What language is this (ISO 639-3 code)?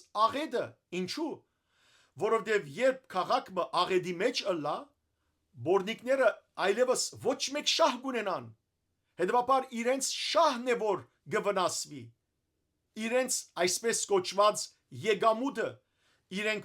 hyw